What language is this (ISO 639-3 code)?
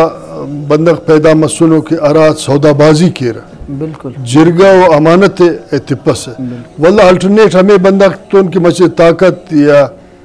brh